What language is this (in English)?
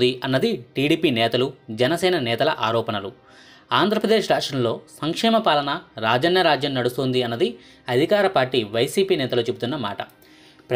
Telugu